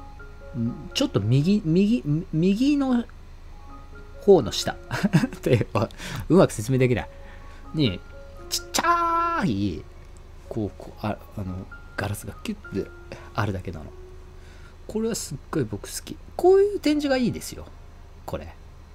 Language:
Japanese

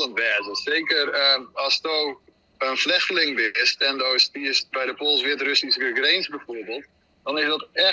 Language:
Western Frisian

